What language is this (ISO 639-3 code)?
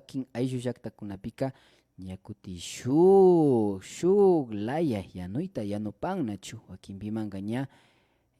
qvi